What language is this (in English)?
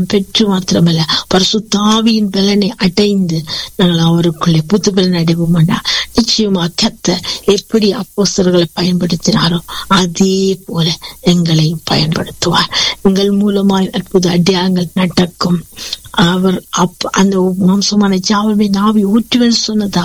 Tamil